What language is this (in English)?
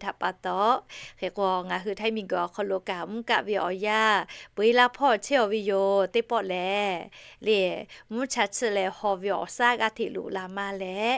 Lahu